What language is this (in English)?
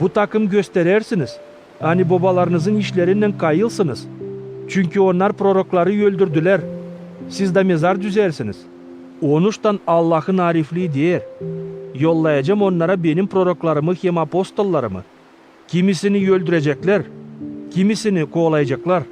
Gagauz